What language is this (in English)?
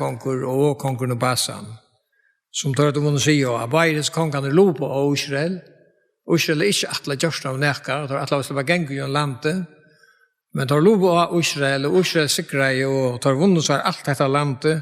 Faroese